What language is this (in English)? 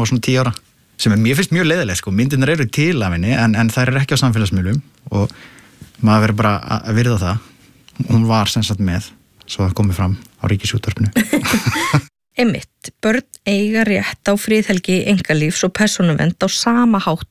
Icelandic